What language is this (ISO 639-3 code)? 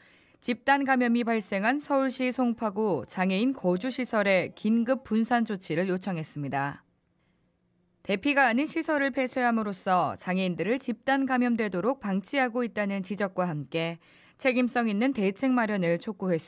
kor